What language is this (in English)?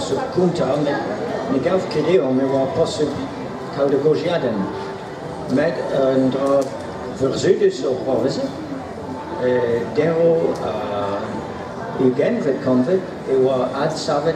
Breton